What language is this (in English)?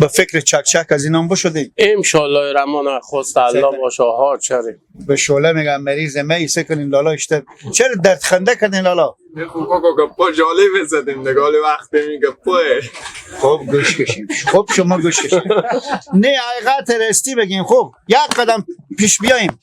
Persian